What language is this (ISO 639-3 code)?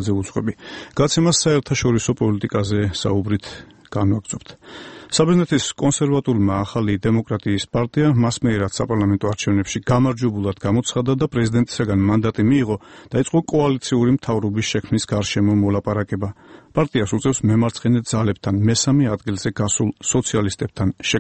kat